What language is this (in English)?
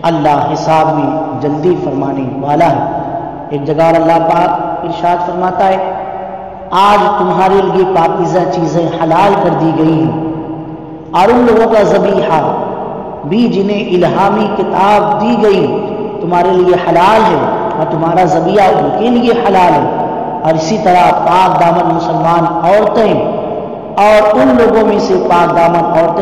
Urdu